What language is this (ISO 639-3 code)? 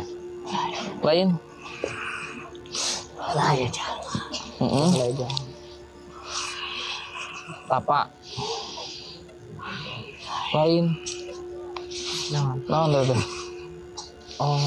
ind